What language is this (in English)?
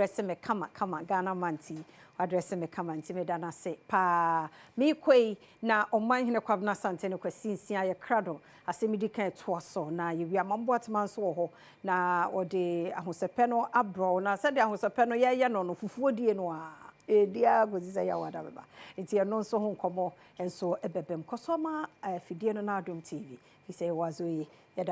Akan